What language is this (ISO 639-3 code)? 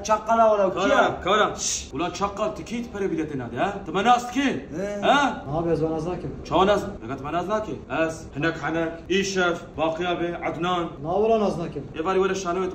kur